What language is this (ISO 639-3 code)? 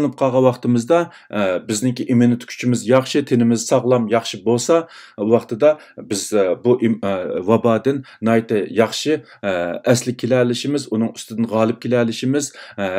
uig